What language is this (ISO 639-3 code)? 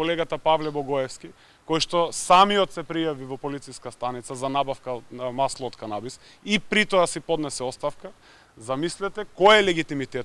mkd